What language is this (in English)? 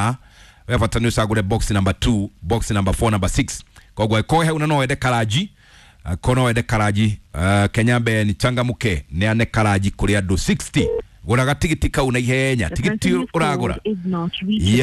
Kikuyu